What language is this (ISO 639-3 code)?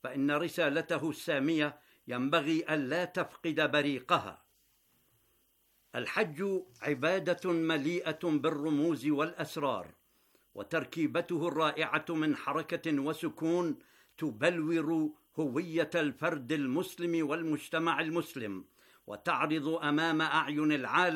ara